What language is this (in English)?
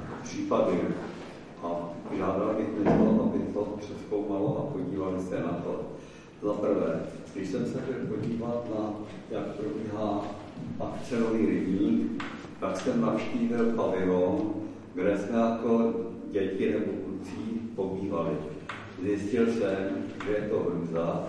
Czech